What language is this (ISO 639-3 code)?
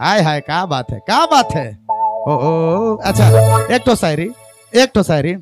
sck